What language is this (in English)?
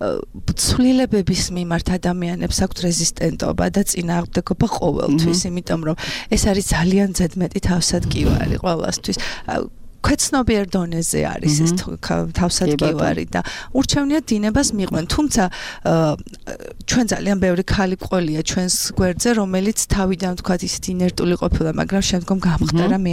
Georgian